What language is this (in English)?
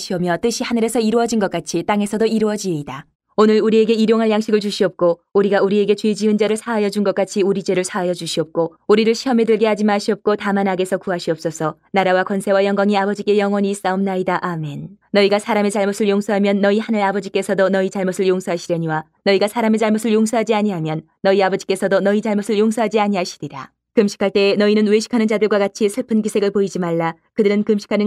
Korean